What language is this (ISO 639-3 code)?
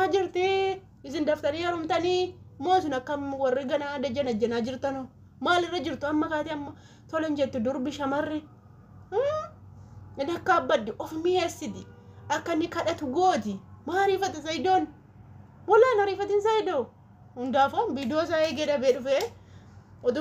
orm